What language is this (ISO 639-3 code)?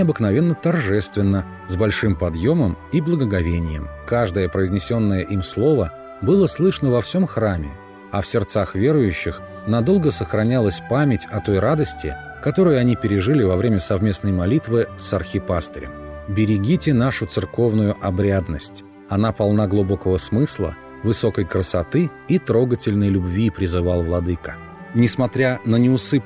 rus